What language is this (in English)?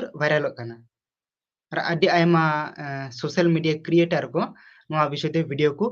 Santali